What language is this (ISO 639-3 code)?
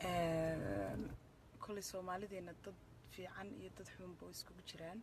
som